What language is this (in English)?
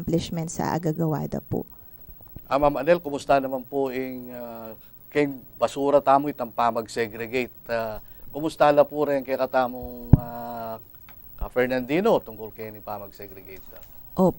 Pampanga